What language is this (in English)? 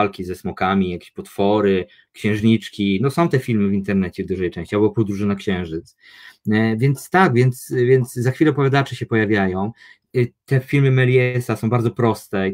Polish